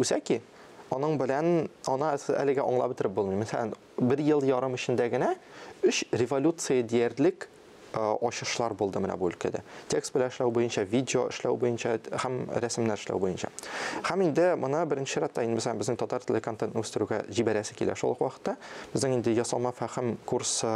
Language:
Tatar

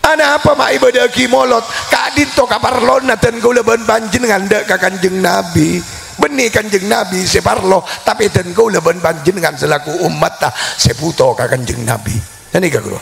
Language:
Madurese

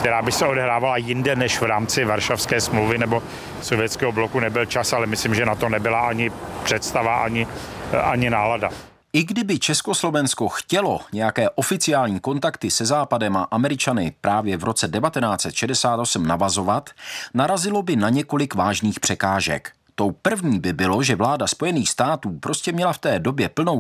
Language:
Czech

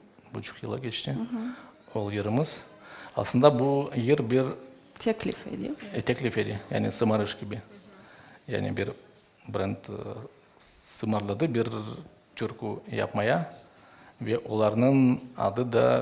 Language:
Crimean Tatar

